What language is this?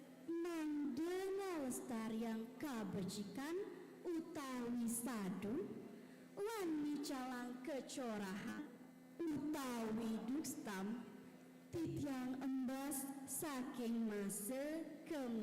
Balinese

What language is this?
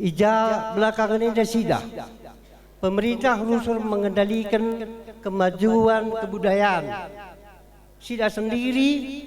Batak Karo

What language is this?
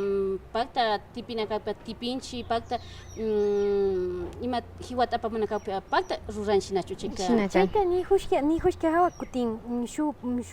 Imbabura Highland Quichua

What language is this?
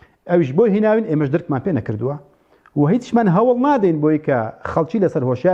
Central Kurdish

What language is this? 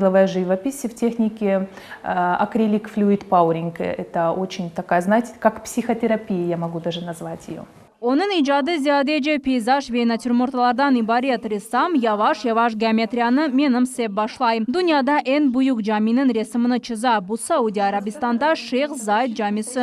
Crimean Tatar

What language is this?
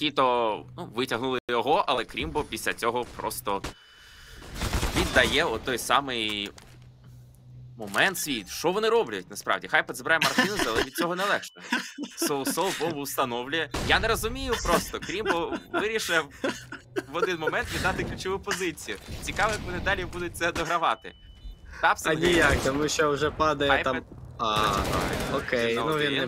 Ukrainian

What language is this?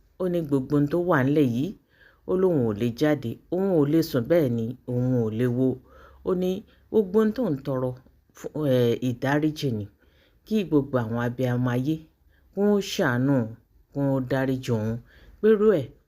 Yoruba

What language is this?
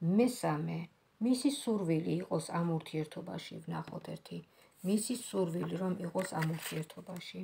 Georgian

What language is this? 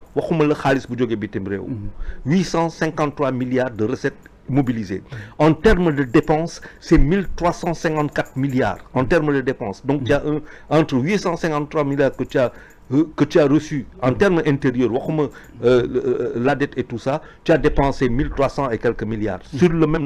Wolof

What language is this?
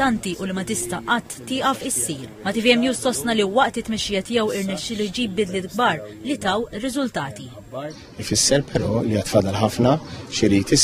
Maltese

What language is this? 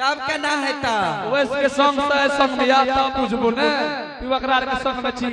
Angika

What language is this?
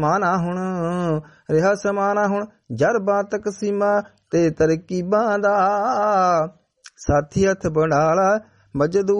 Punjabi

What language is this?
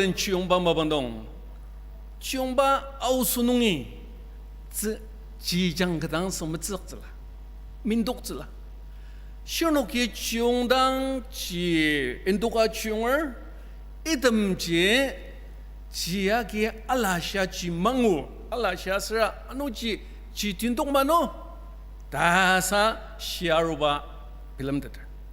Ao Naga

